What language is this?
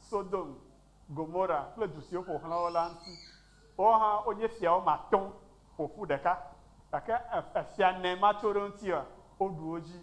Ewe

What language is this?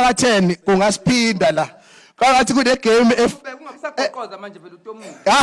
Zulu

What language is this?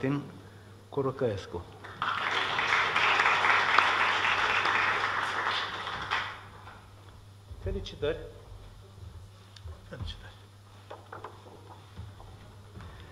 Romanian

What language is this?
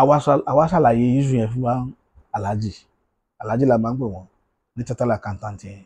Yoruba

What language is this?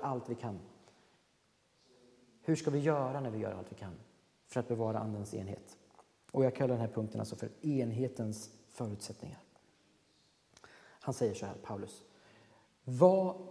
Swedish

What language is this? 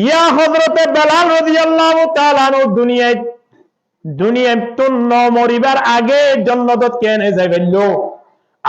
Rohingya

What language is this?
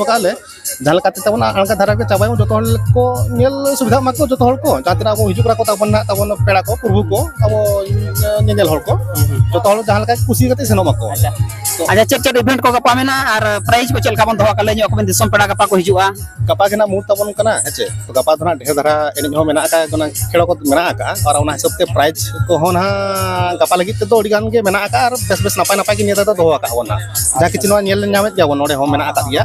Santali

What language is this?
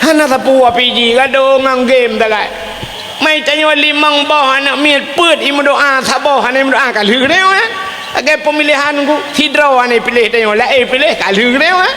Achinese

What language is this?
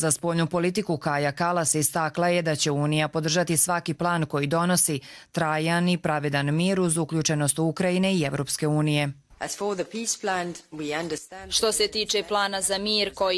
Croatian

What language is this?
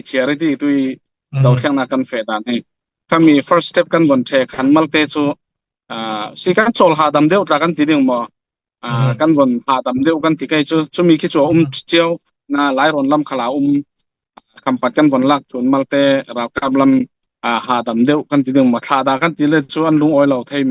Falam Chin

